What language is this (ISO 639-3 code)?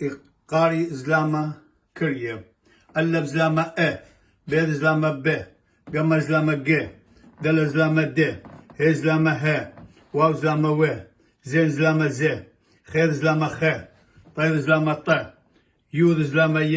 aii